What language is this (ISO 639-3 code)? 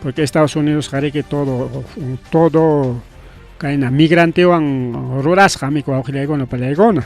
quy